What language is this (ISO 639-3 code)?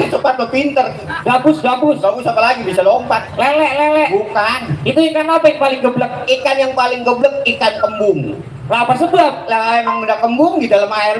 bew